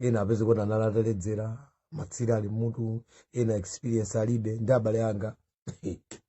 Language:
Nyanja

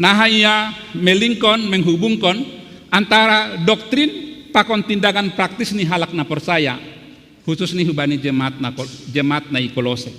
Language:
Batak Simalungun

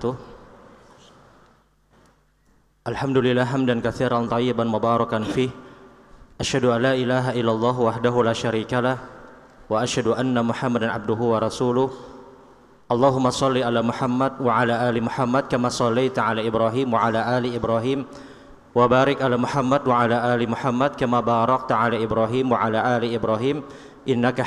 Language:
Indonesian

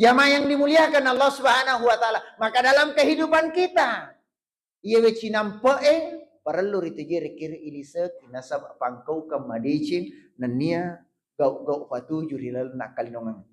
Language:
Buginese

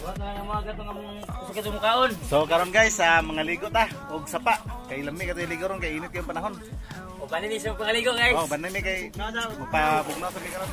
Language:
Cebuano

